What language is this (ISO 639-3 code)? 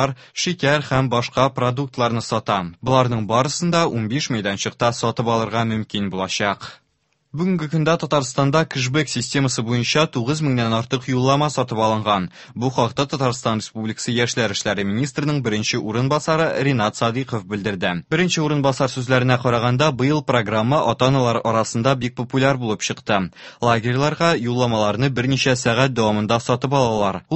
tat